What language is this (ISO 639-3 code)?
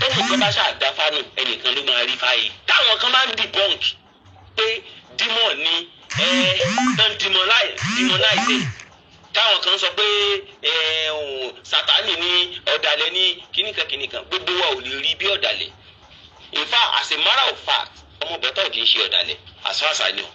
yor